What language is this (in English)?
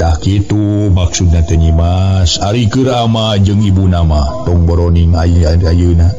Sundanese